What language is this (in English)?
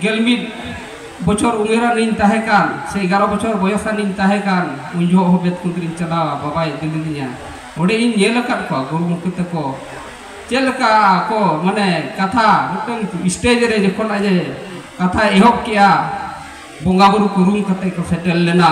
Santali